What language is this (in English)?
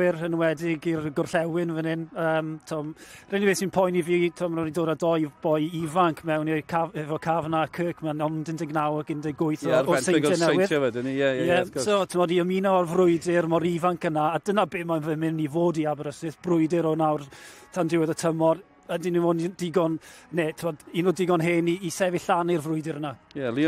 Welsh